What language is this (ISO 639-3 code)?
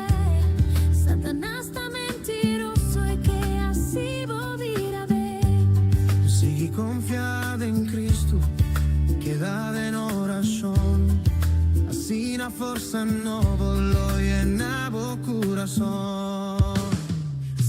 pap